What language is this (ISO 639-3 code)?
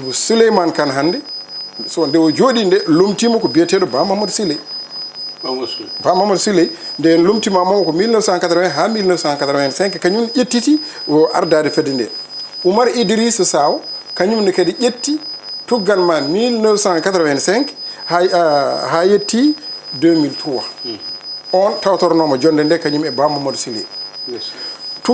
ful